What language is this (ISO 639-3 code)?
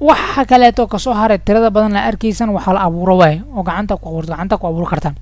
som